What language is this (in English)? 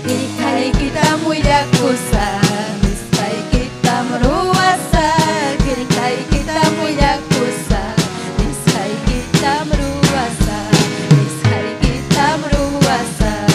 Ayacucho Quechua